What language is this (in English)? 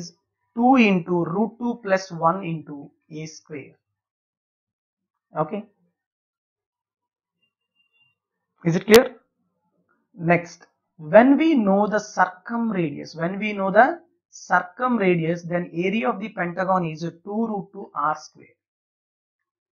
English